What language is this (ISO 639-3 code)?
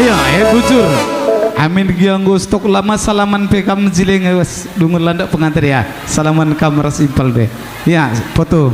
btx